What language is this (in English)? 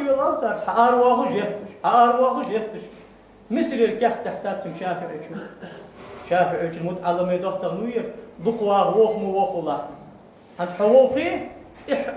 Ingush